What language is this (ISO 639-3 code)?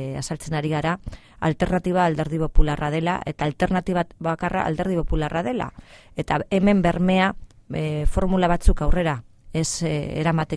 eus